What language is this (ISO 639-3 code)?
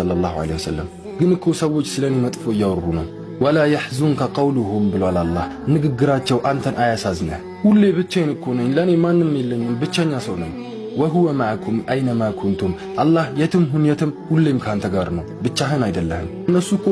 amh